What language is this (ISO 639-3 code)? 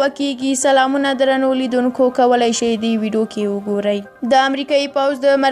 pus